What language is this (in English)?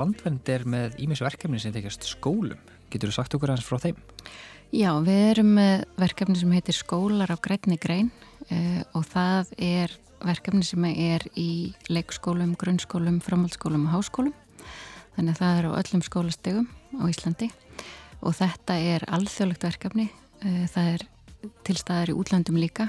Icelandic